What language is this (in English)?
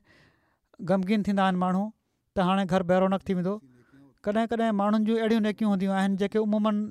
Sindhi